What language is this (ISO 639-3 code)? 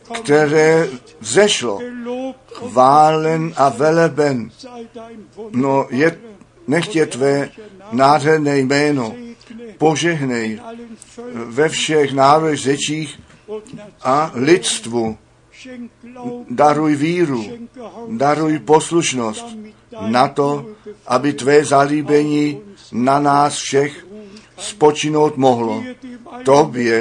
ces